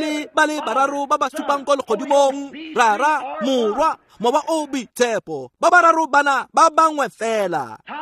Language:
Tswana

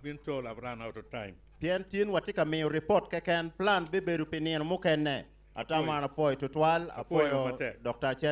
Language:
Acoli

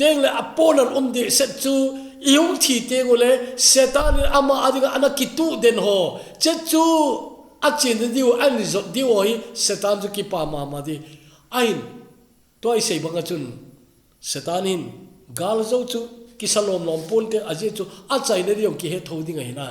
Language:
Thado Chin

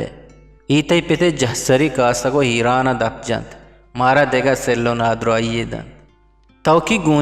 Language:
Eastern Balochi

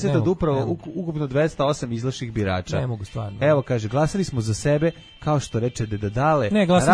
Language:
Serbian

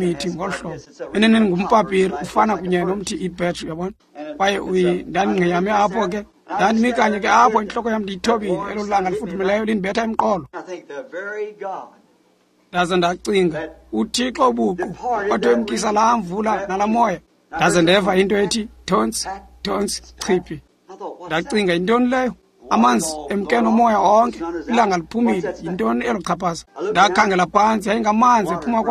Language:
Xhosa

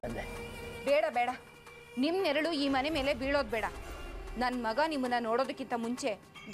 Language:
Kannada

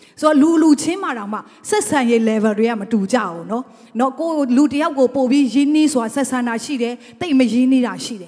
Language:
Burmese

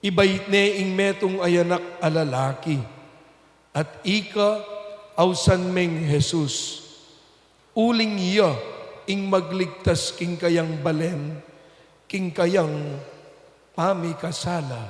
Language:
Pampanga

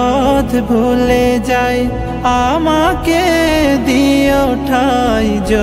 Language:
Bangla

